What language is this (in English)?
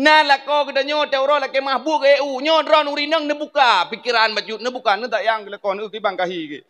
Achinese